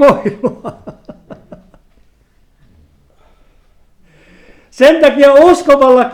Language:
Finnish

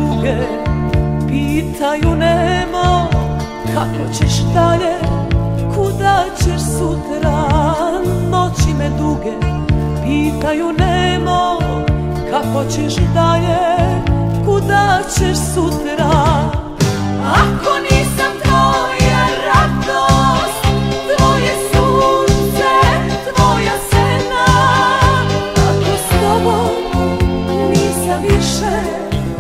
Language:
Serbian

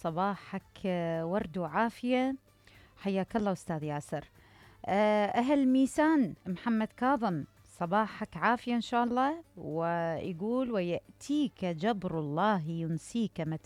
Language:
Mesopotamian Arabic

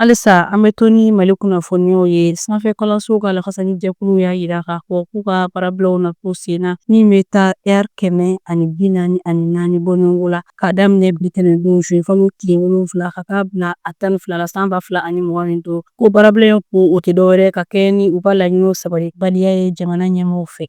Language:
Bambara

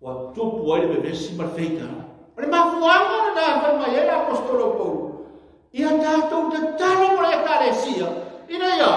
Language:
Samoan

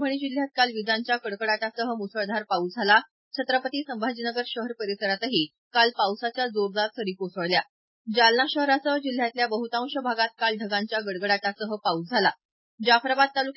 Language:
Marathi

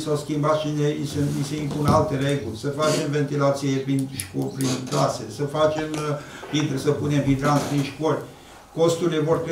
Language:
Romanian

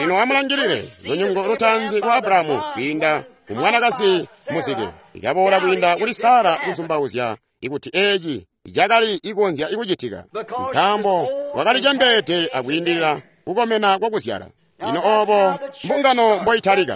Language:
Tonga (Zambia)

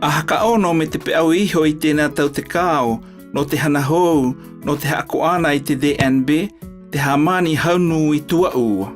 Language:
South Marquesan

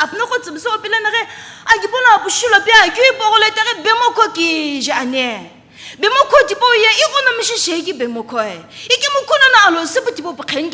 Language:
Sumi Naga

